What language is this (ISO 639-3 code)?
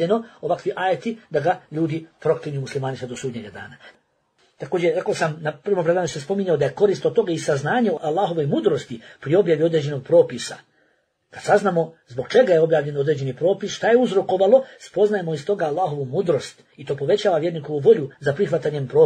bos